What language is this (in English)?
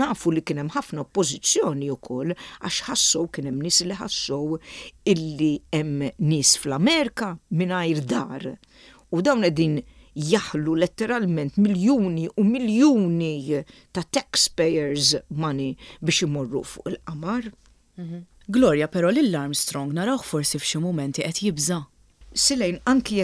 Maltese